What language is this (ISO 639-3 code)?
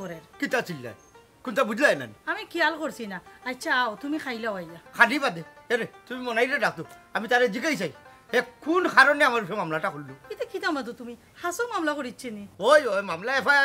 syl